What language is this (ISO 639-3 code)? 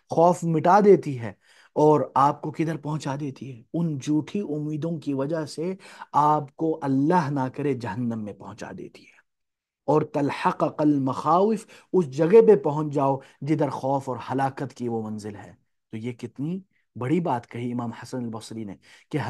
urd